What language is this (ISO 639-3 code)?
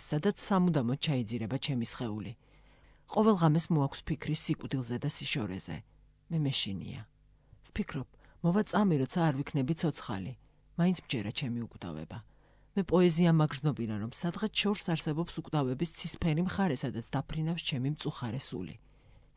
kat